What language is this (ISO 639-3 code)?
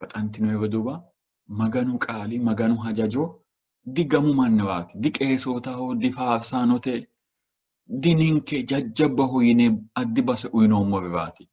sid